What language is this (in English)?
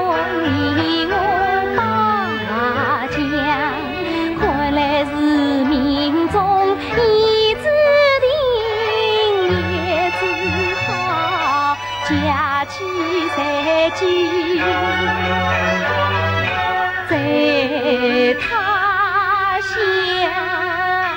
Chinese